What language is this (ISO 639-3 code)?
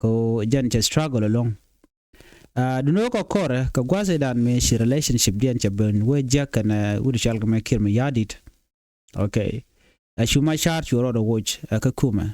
nus